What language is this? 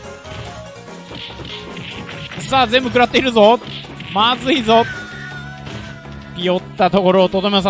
Japanese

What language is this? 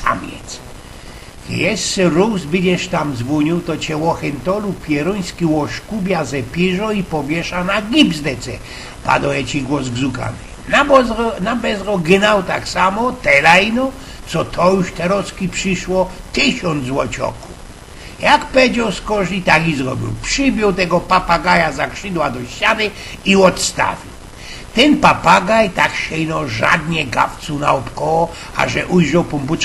Silesian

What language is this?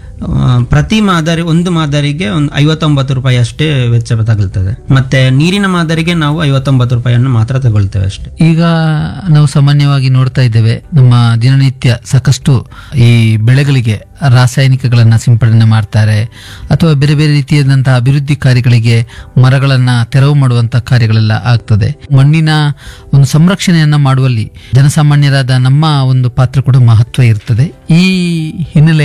Kannada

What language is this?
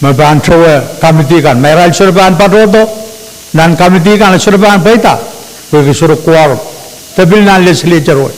Pohnpeian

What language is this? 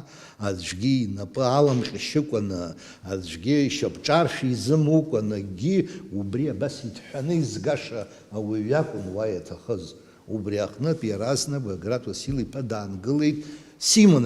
Abkhazian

